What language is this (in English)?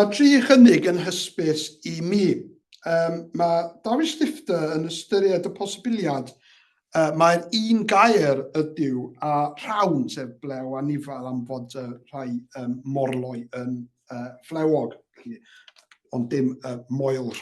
Welsh